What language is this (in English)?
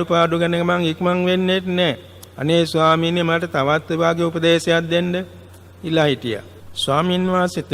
Sinhala